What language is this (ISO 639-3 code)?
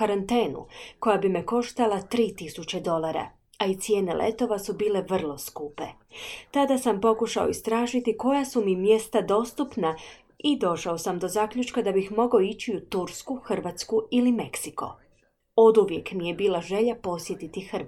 hrv